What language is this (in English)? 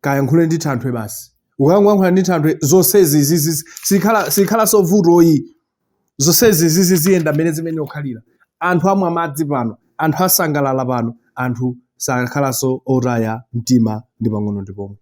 Nyanja